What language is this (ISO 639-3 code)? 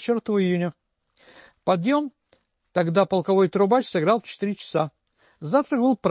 rus